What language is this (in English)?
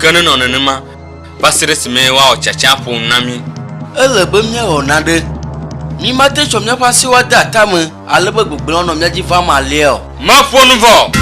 Ewe